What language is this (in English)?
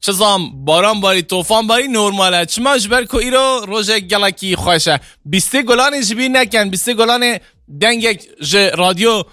Kurdish